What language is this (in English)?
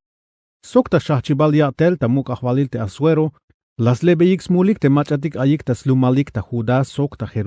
Tzeltal